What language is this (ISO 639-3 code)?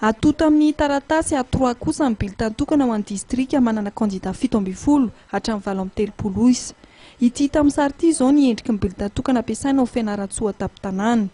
mlg